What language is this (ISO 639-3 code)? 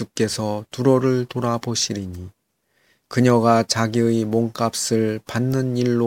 kor